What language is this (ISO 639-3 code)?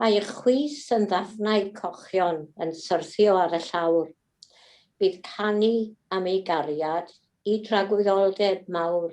cym